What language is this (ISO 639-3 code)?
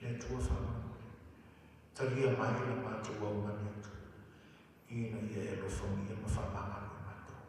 smo